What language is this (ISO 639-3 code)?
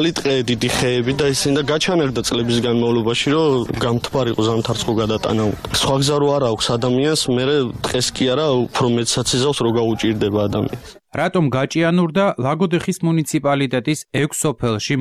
kat